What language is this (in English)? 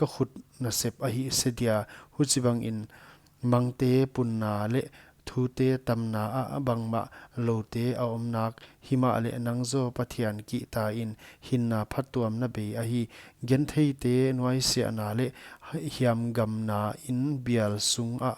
Paite Chin